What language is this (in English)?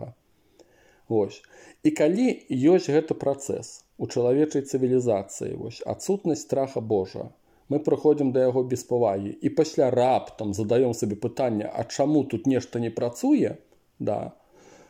Belarusian